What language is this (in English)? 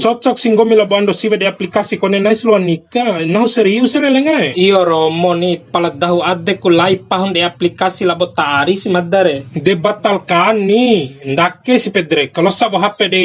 Bima